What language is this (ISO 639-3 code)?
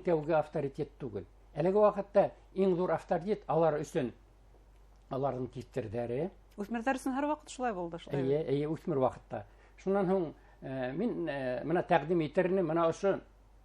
bak